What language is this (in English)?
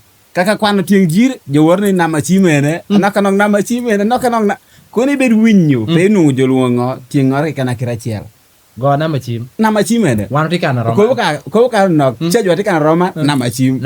Lango (Uganda)